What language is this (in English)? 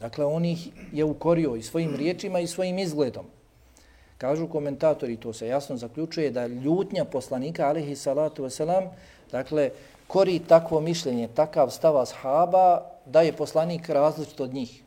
Bosnian